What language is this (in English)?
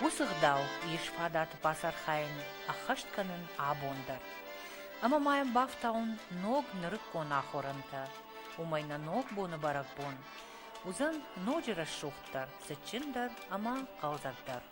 Ossetic